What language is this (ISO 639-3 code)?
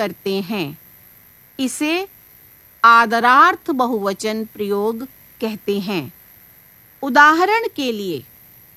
hin